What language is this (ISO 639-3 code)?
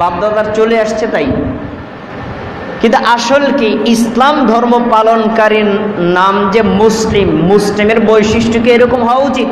ben